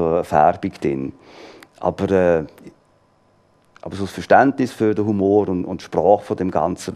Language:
German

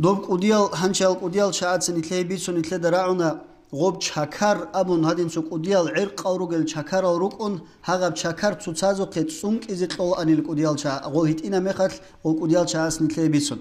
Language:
Avaric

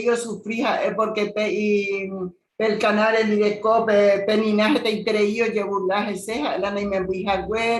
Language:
Guarani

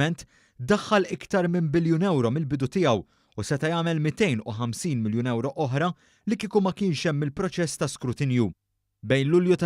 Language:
Maltese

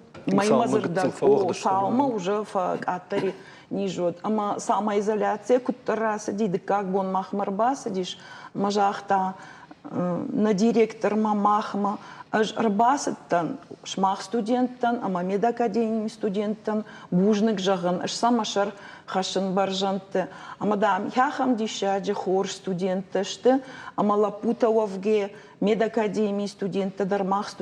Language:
Ossetic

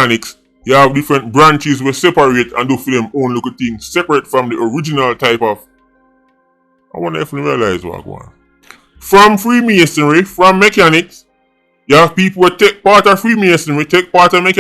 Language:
Jamaican Creole English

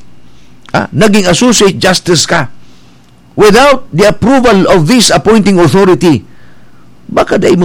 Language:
Bikol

